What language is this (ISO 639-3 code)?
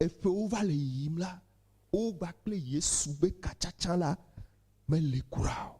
ewe